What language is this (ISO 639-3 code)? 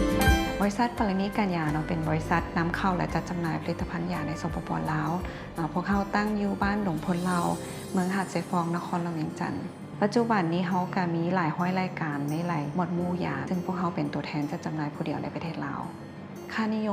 lao